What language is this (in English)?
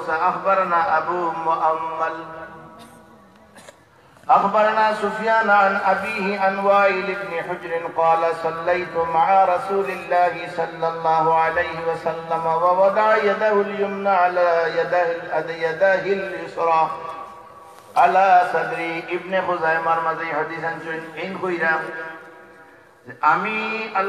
Bangla